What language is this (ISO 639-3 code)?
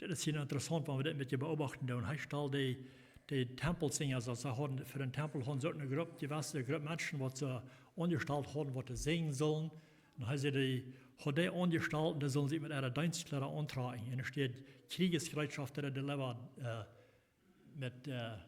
pdt